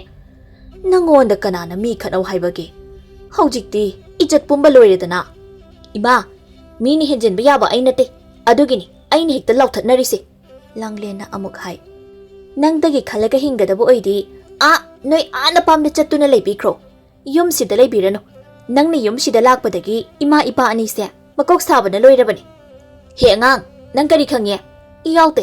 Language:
Manipuri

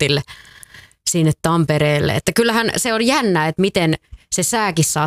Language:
Finnish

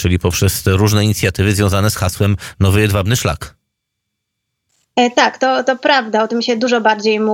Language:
Polish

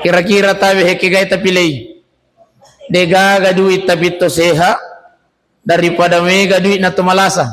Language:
Buginese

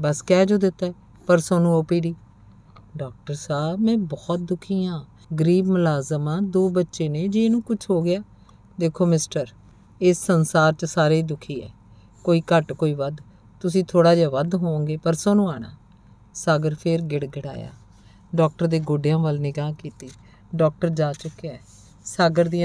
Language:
Punjabi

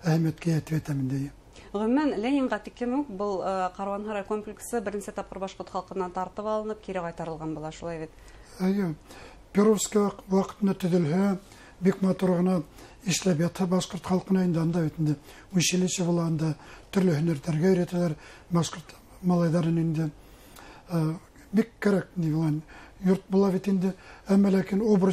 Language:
Bashkir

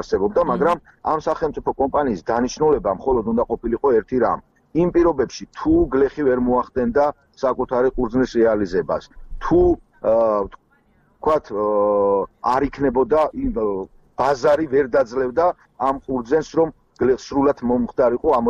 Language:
Georgian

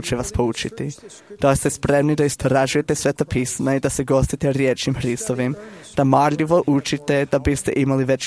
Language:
Serbian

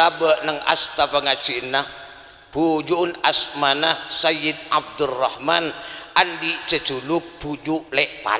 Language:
Madurese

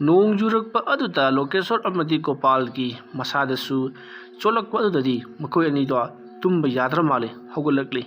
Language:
Manipuri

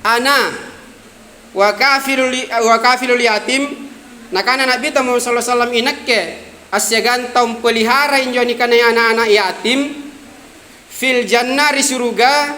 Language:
Makasar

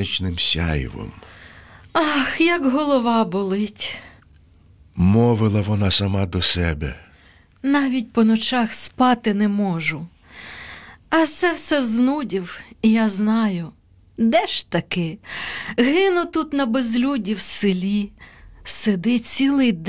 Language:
Ukrainian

